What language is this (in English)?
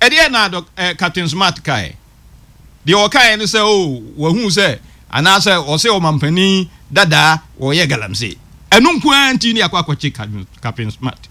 Akan